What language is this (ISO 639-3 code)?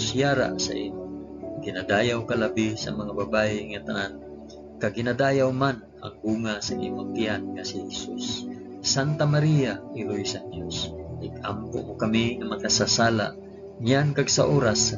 hil